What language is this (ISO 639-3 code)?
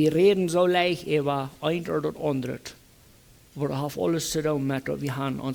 pdt